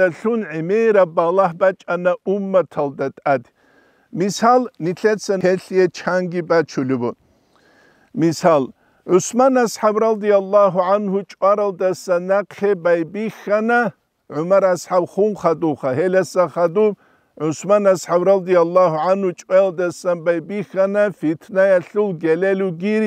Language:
Avaric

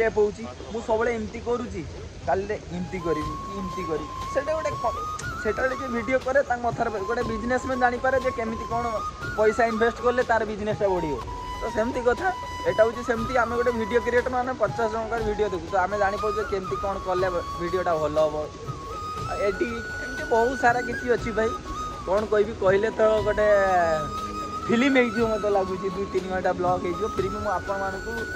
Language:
Odia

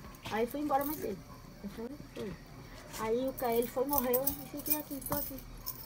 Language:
Portuguese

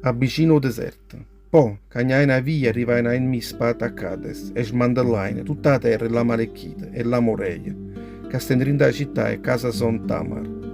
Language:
Neapolitan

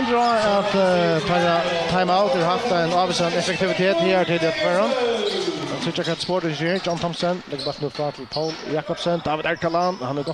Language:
Faroese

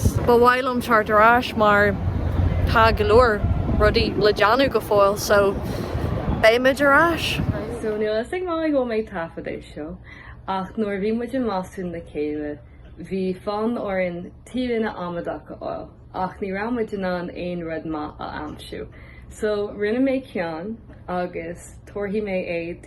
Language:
Irish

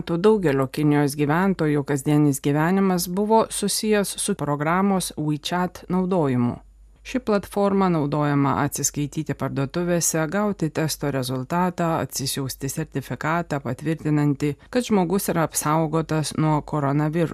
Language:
Lithuanian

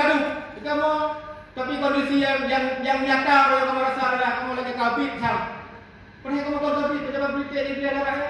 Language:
Achinese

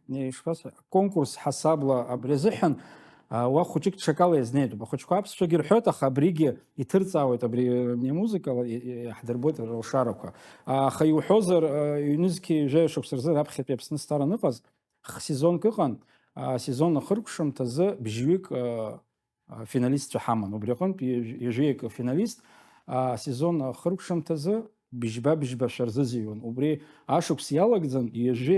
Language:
Abkhazian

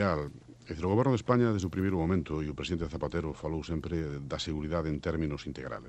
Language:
Galician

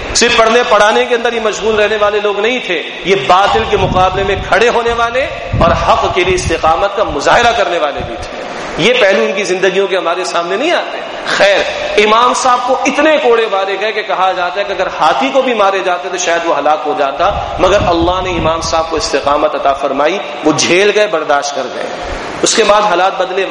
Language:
Urdu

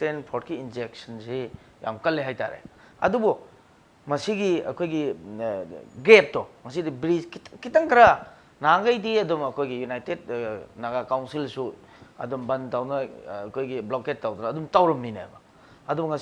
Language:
Manipuri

